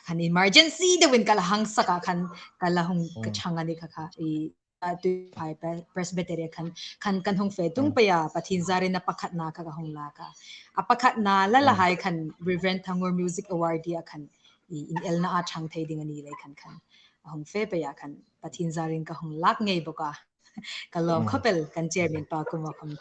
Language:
Hmar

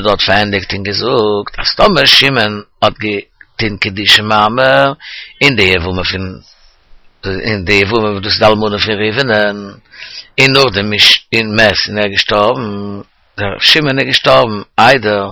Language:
Yiddish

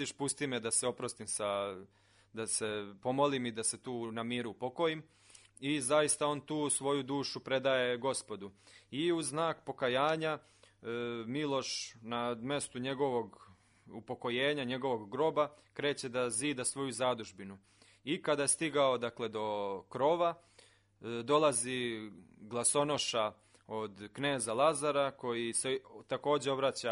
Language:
Serbian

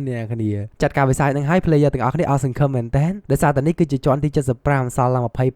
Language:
Khmer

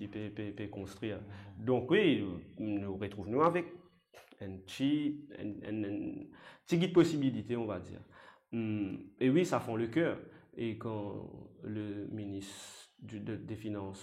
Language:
Morisyen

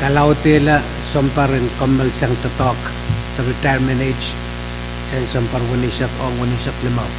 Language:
Pohnpeian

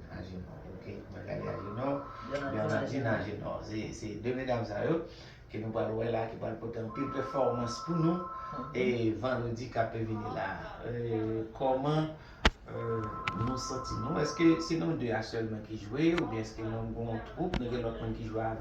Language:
Haitian Creole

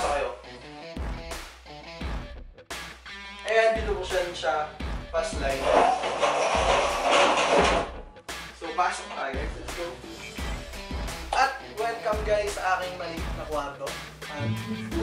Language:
Filipino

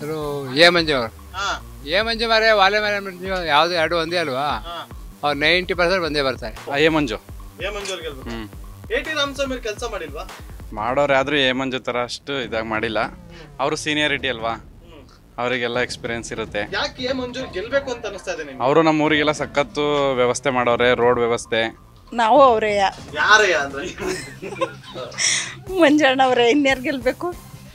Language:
Kannada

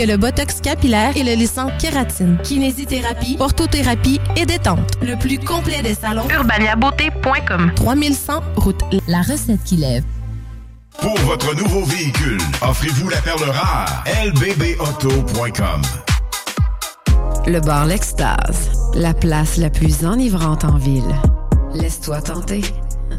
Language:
French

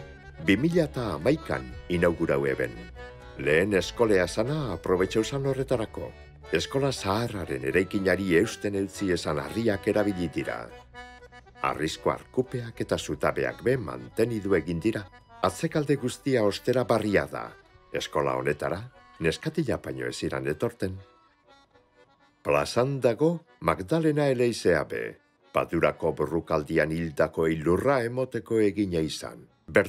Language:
Basque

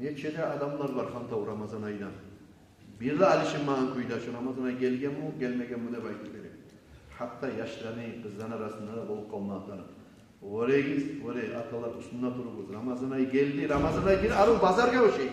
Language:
Kumyk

